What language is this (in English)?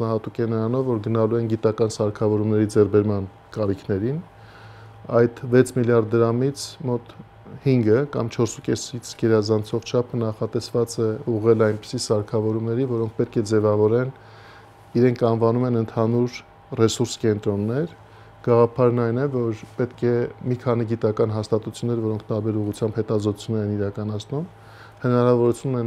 Armenian